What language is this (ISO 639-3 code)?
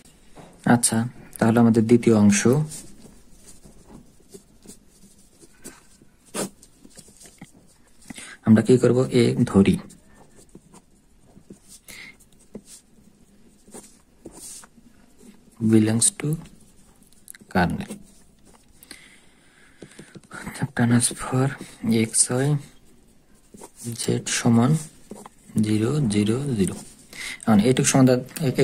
ben